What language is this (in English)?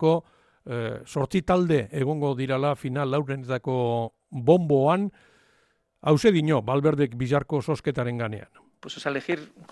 Basque